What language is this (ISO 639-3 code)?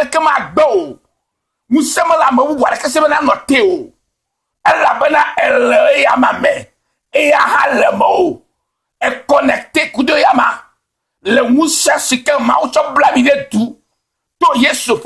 ewe